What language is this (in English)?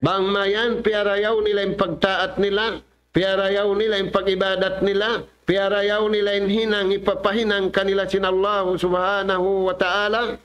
Tausug